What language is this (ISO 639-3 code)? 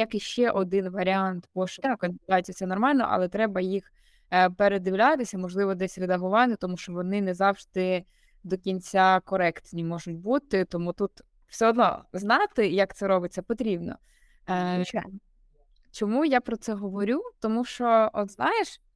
ukr